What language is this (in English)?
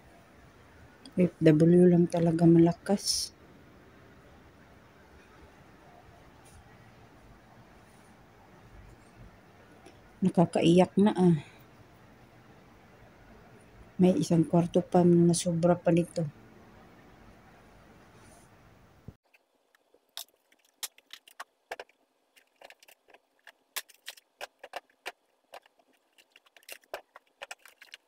Filipino